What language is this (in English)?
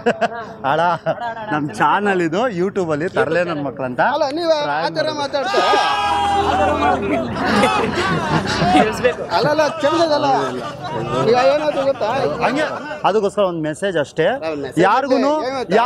Kannada